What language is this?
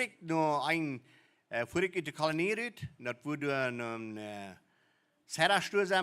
Plautdietsch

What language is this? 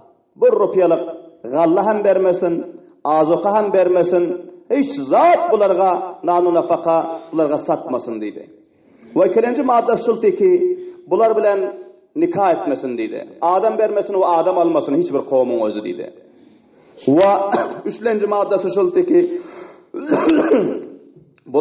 Turkmen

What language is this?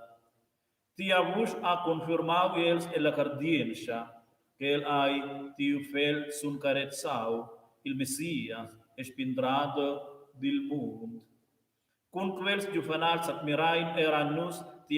Romansh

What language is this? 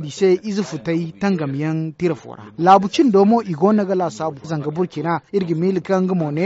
Zarma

